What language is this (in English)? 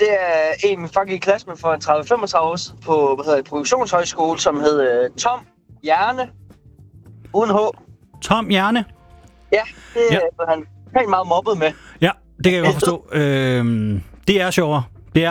Danish